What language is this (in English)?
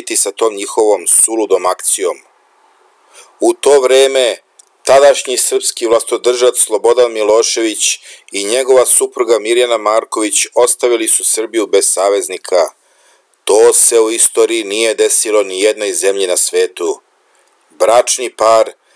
Serbian